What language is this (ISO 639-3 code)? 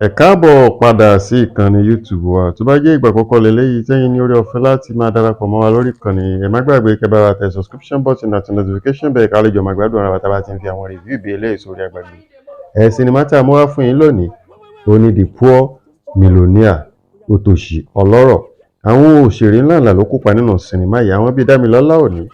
yor